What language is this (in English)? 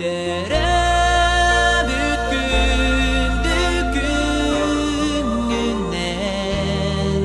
Yakut